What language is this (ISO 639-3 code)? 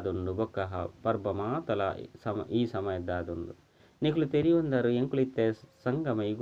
tcy